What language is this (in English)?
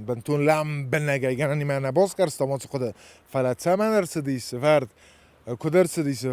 Ossetic